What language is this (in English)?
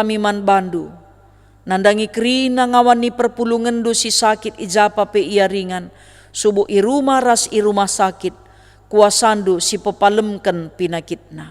Batak Karo